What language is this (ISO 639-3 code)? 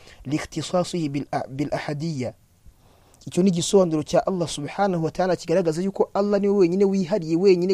kin